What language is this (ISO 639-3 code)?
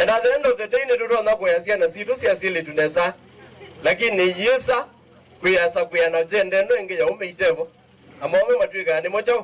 kam